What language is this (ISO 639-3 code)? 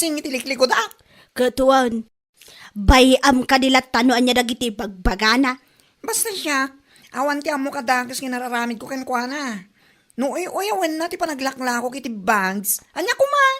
ilo